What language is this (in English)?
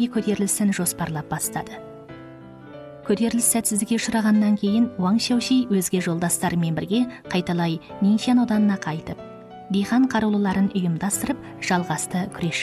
Kazakh